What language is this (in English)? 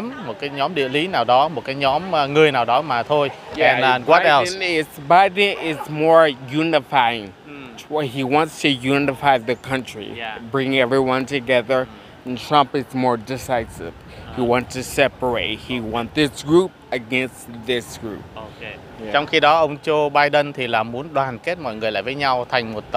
Vietnamese